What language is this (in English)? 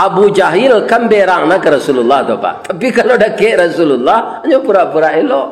Minangkabau